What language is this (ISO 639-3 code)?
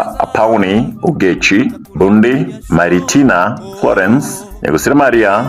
guz